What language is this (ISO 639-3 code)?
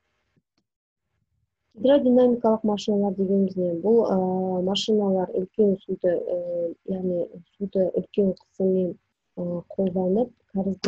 kaz